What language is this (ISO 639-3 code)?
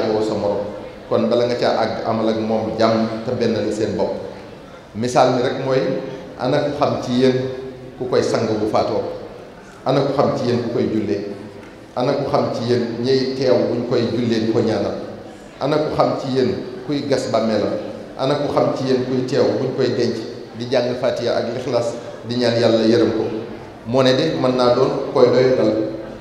wol